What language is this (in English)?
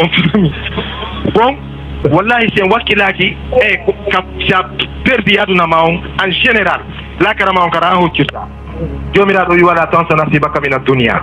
Fula